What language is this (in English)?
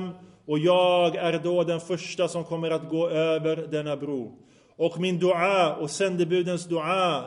Swedish